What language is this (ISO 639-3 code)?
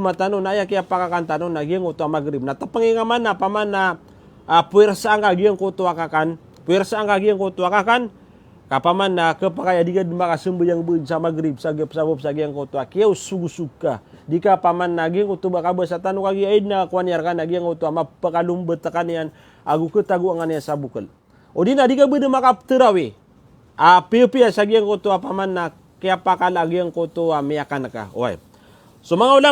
mrw